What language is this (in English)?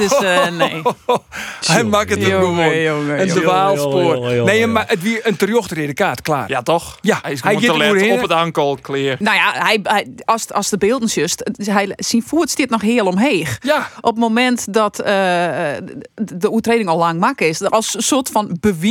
Western Frisian